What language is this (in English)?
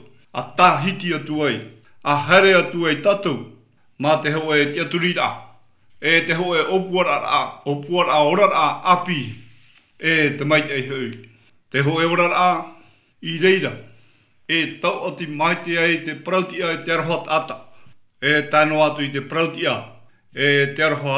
Tahitian